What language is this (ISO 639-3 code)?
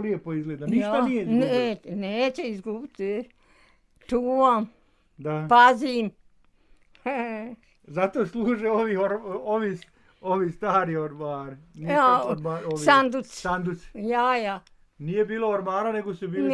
bos